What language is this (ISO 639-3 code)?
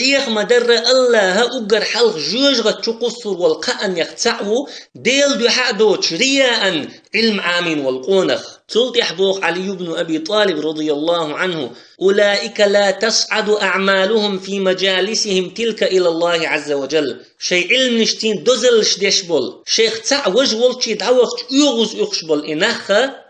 che